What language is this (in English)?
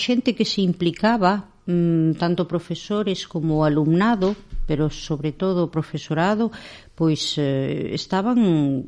Galician